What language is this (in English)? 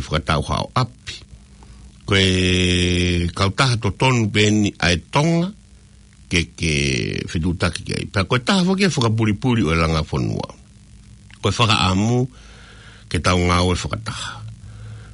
Tongan